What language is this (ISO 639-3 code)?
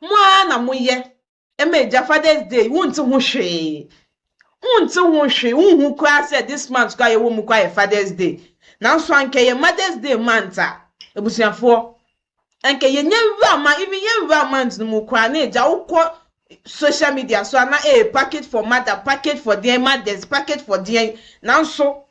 aka